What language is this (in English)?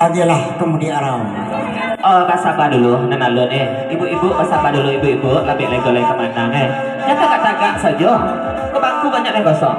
Minangkabau